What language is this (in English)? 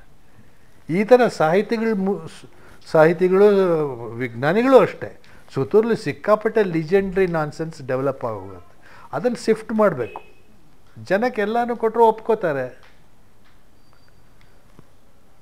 Kannada